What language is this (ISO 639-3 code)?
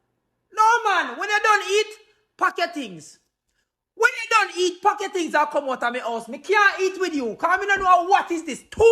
jam